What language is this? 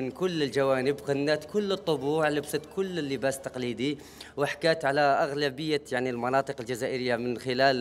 Algerian Arabic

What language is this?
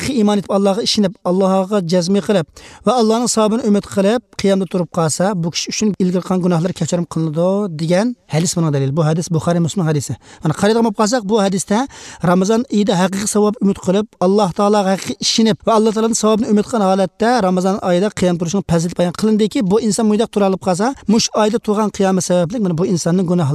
Uyghur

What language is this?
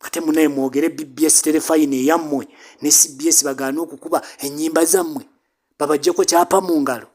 Ganda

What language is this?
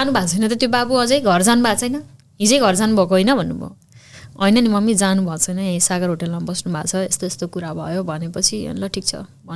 Nepali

